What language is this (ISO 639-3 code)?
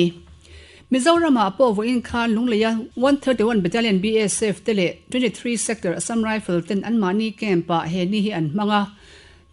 lus